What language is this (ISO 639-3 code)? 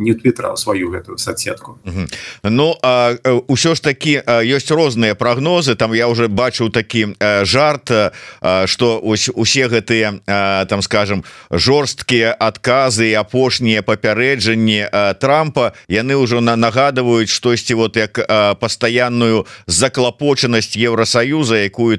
bel